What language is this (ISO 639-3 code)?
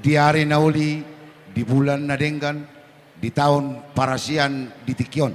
bbc